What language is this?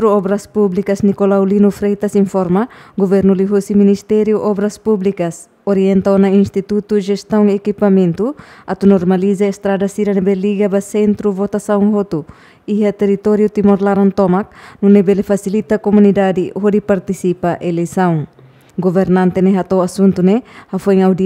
Tetum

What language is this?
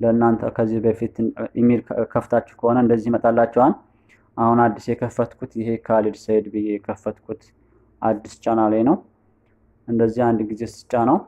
Amharic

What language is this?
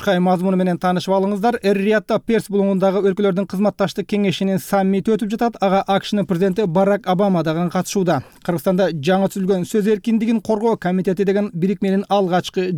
Kyrgyz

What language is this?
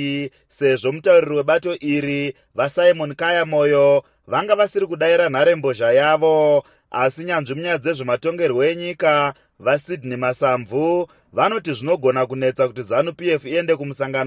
Shona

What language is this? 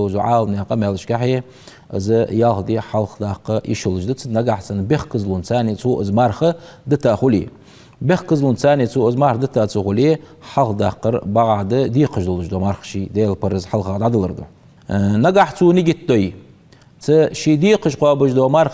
Ingush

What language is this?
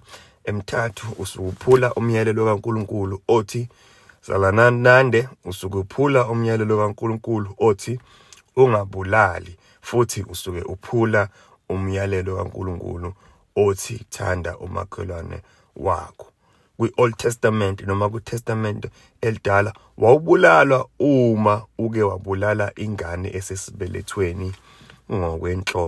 Zulu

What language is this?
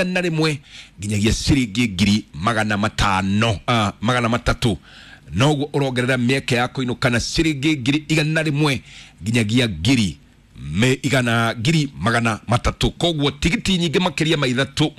Kikuyu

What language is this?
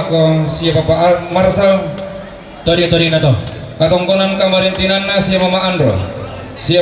Toraja-Sa'dan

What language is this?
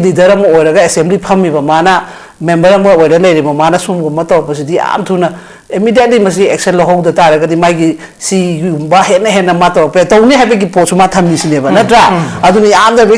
Manipuri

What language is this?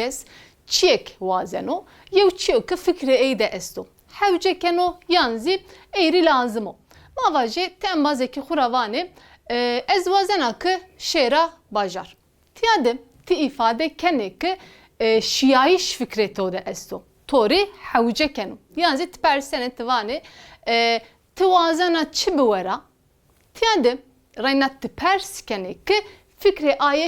Zaza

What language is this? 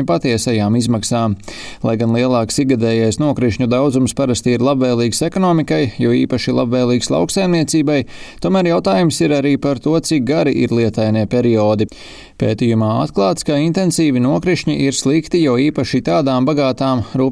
Latvian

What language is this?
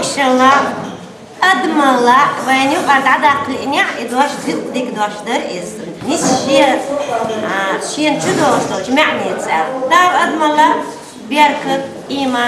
Chechen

